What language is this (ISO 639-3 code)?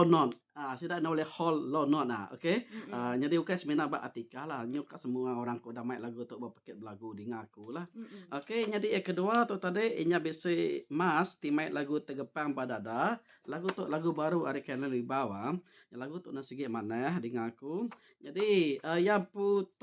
iba